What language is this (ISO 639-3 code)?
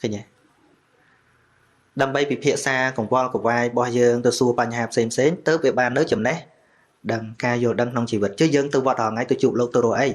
khm